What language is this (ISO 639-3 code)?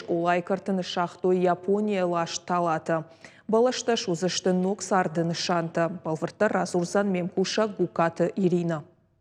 oss